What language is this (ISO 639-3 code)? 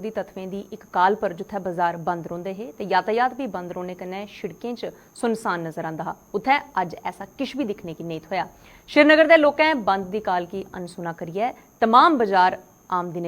doi